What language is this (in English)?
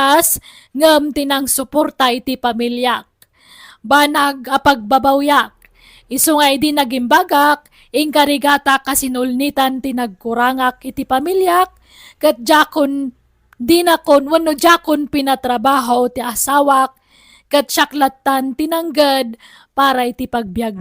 Iloko